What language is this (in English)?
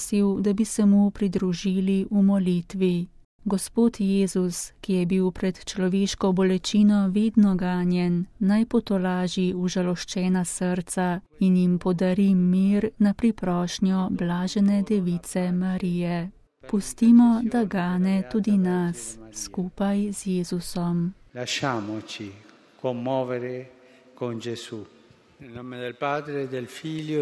Slovenian